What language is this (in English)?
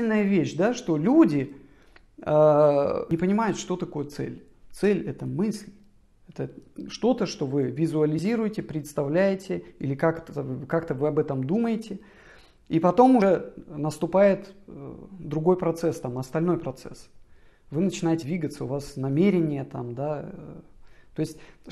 Russian